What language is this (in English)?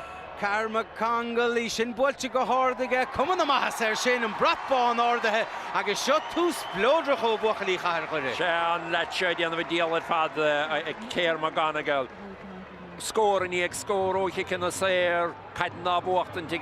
Irish